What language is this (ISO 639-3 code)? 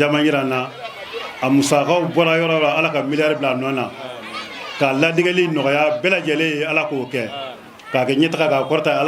bam